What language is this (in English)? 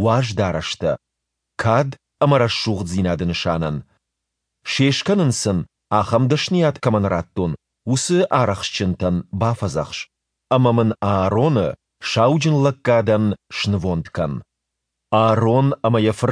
Ossetic